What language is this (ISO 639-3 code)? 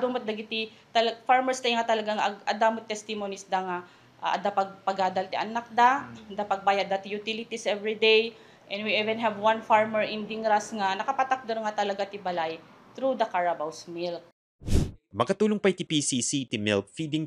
ilo